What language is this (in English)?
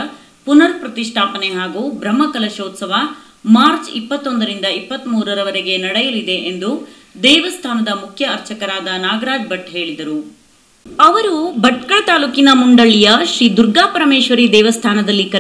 Kannada